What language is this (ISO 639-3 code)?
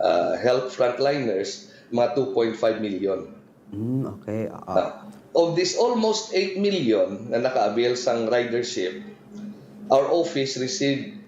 hil